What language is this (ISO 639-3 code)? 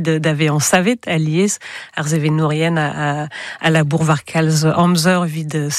bre